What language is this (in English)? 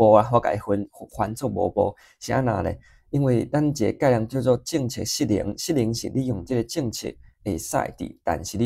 Min Nan Chinese